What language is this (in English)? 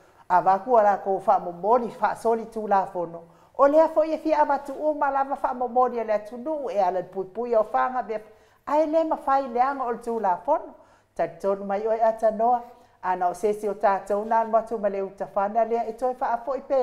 Samoan